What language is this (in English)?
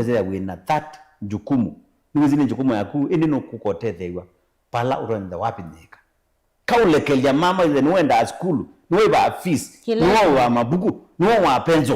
Kamba